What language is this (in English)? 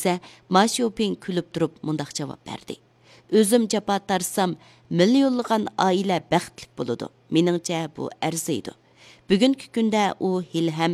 Uyghur